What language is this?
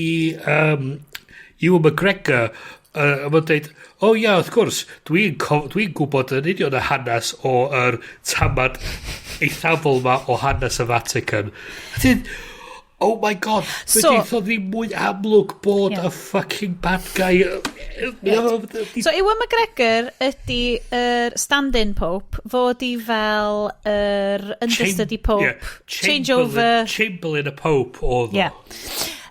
Welsh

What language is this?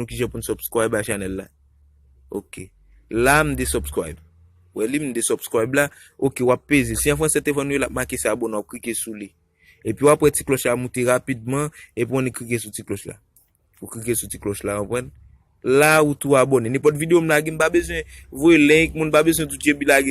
Haitian Creole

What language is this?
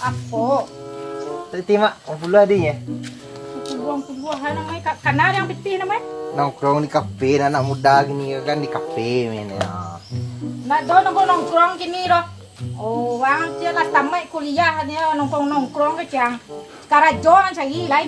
Minangkabau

